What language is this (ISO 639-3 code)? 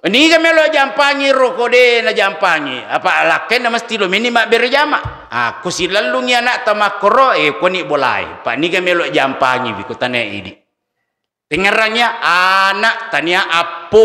bug